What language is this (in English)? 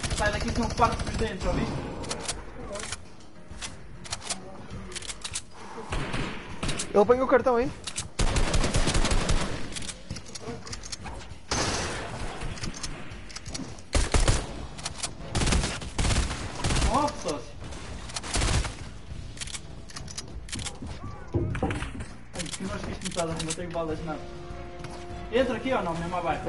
Portuguese